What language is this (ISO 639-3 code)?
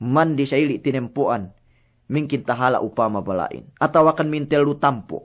yka